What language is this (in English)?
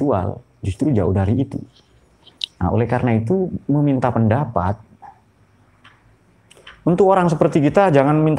Indonesian